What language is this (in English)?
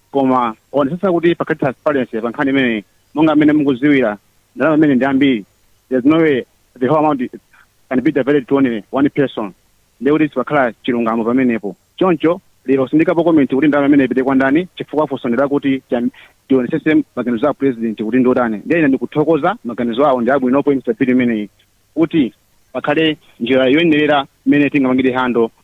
Nyanja